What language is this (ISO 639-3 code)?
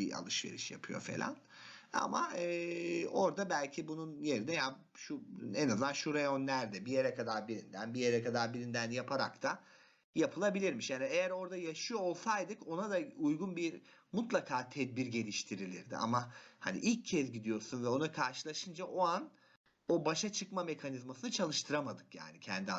tur